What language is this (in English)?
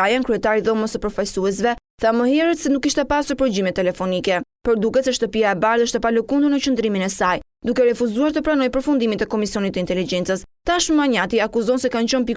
Albanian